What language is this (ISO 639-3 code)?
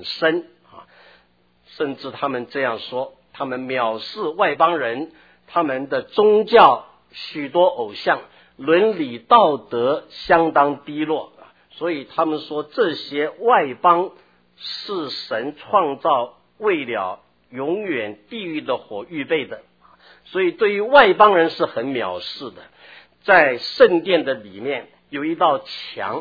zho